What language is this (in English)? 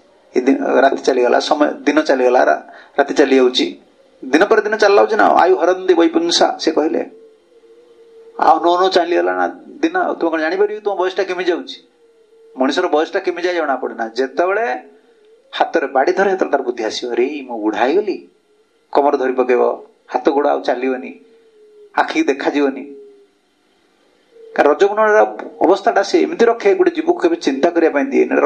Odia